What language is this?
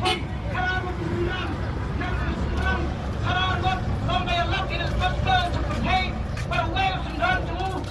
Khasi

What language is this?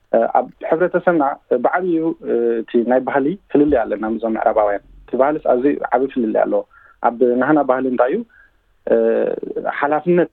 Tigrinya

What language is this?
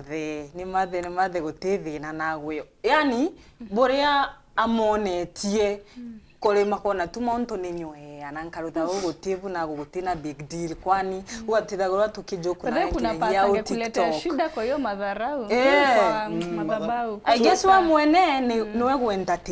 Meru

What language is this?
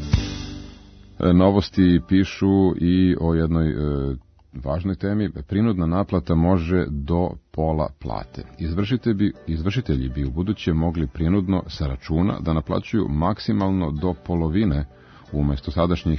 Serbian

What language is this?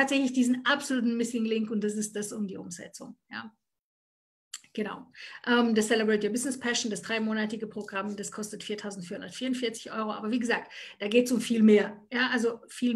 German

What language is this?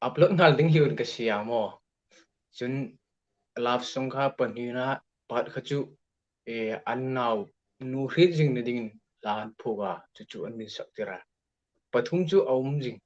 Hmar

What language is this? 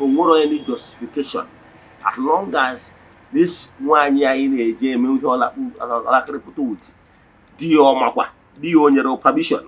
Igbo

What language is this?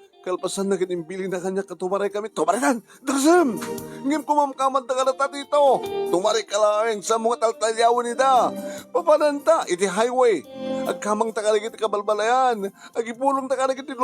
Iloko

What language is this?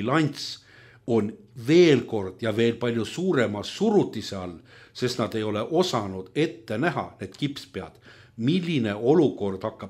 Estonian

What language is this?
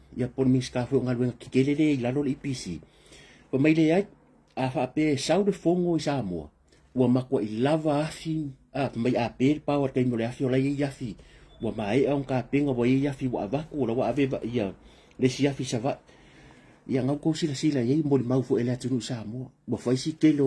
Samoan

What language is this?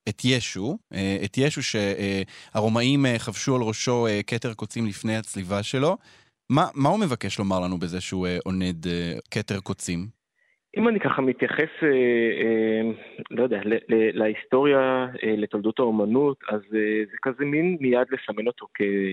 Hebrew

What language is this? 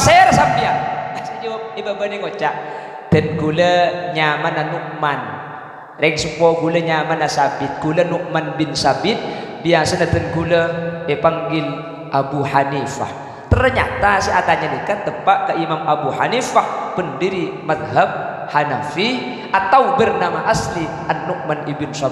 Madurese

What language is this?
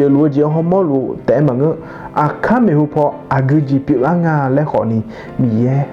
Akha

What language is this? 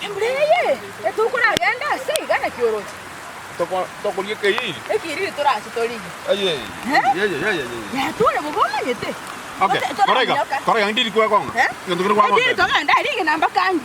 Gusii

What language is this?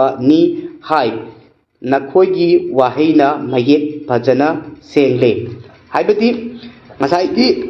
Manipuri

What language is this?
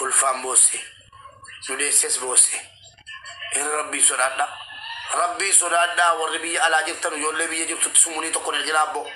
Oromo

